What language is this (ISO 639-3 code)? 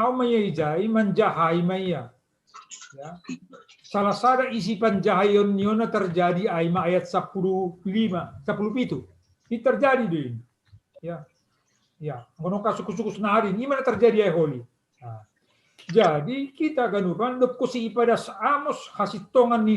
bts